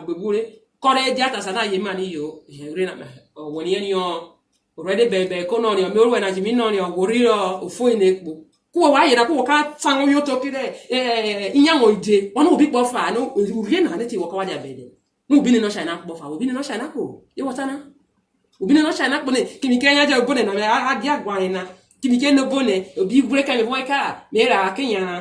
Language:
Urhobo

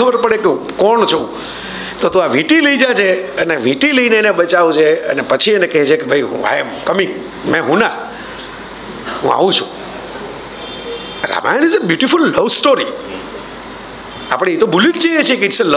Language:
Gujarati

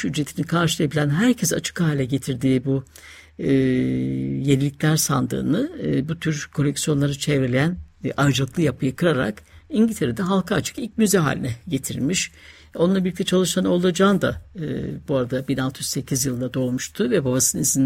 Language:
Turkish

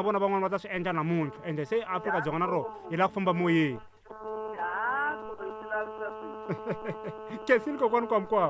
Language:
Tsonga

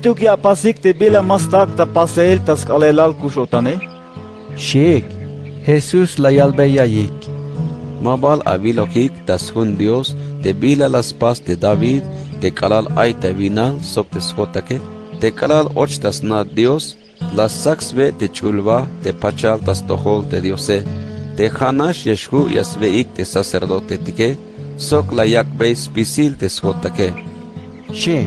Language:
Tzeltal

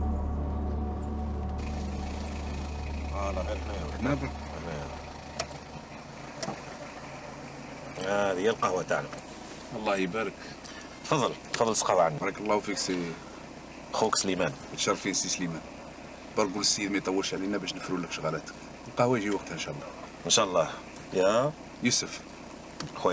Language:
Algerian Arabic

